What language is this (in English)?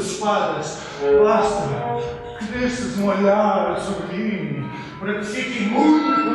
Portuguese